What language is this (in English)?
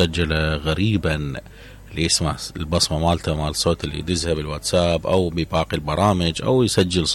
Mesopotamian Arabic